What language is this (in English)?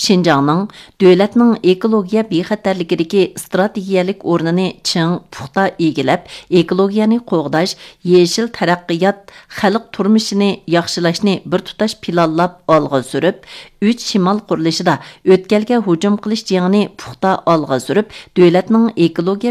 Uyghur